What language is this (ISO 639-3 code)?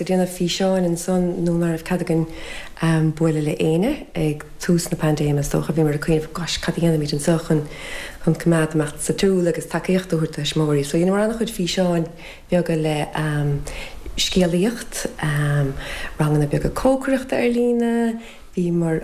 gle